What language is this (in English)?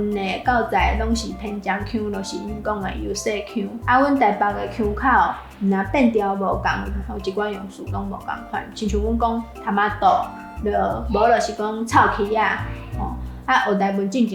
Min Nan Chinese